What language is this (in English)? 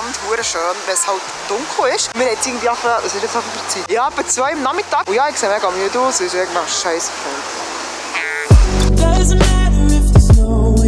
Swiss German